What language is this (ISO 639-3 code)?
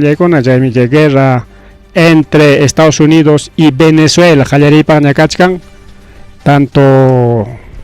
quy